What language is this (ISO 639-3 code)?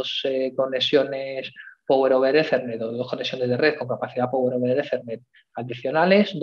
spa